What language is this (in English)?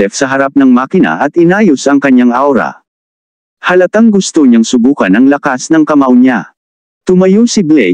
Filipino